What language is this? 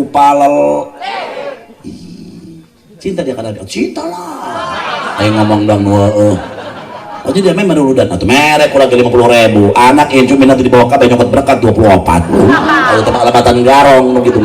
Sundanese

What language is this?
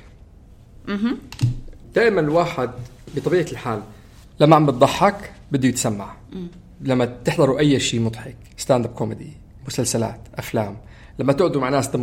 North Levantine Arabic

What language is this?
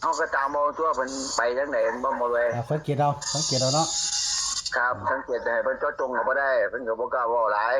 Northeastern Thai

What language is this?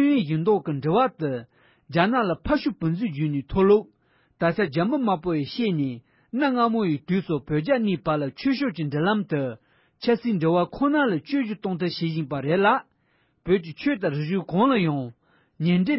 Tibetan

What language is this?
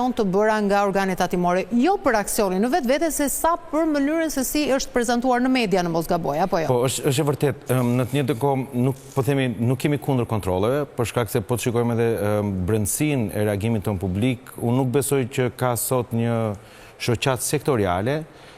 Albanian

